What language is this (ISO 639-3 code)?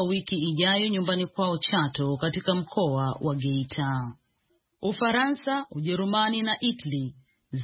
swa